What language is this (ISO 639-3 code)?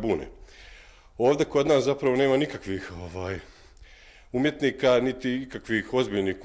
bos